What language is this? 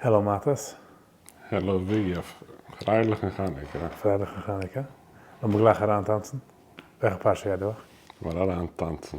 Yiddish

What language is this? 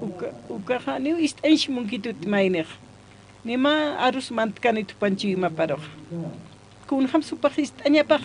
Aymara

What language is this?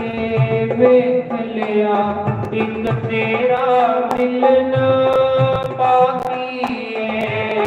Dogri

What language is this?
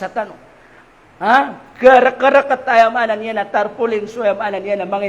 Maranao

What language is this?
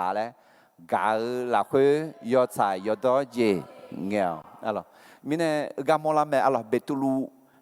Akha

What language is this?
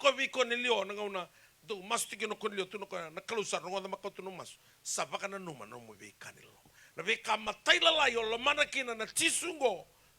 Fijian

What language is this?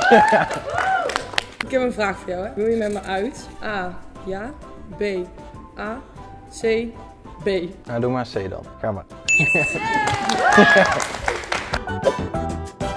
Dutch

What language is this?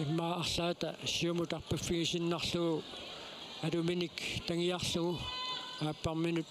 Kalaallisut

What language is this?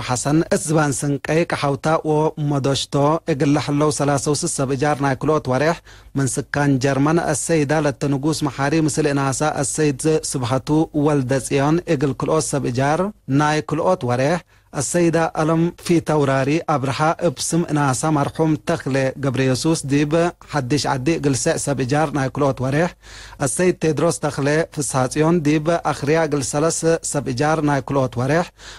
Tigre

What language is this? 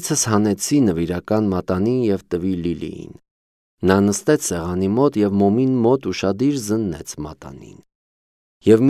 Armenian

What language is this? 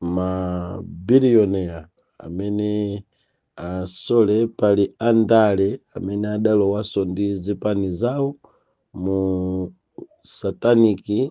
Nyanja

